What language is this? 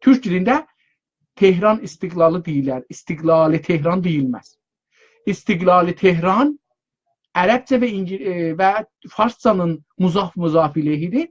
South Azerbaijani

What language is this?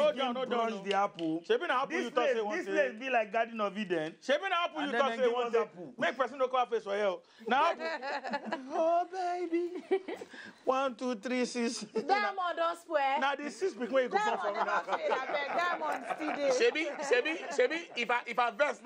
Nigerian Pidgin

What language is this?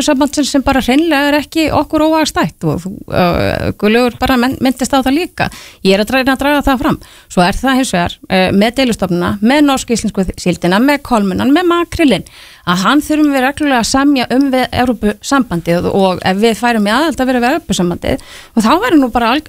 Icelandic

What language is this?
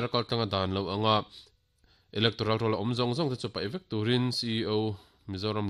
Mizo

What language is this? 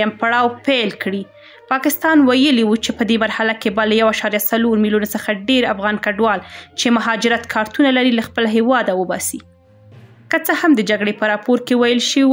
Pashto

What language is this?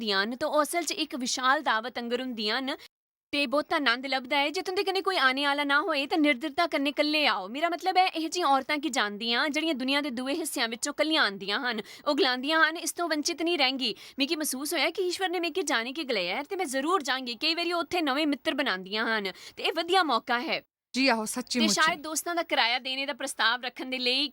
Dogri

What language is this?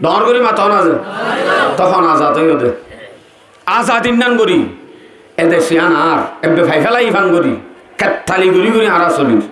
Rohingya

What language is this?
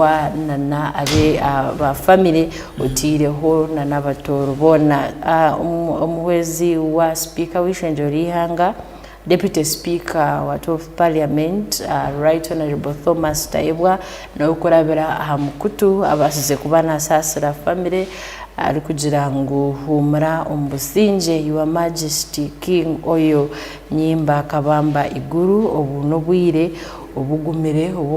Tooro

